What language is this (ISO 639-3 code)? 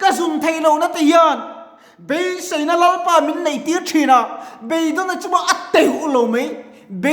lus